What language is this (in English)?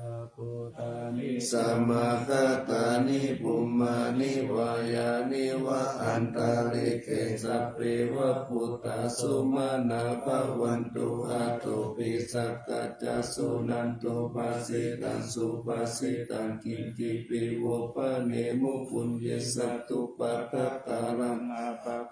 Pali